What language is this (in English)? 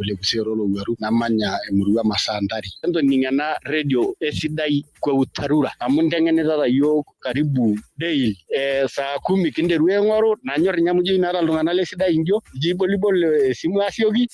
Masai